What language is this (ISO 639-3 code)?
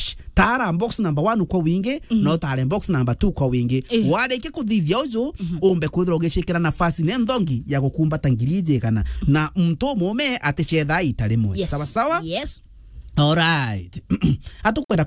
mer